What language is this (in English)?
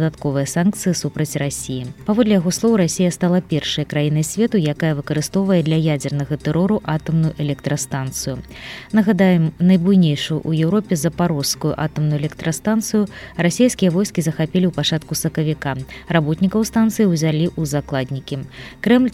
Belarusian